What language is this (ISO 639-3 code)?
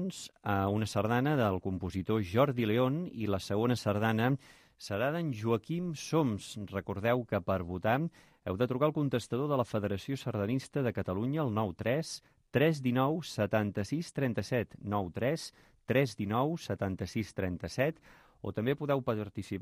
cat